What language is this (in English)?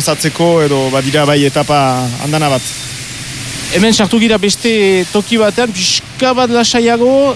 Basque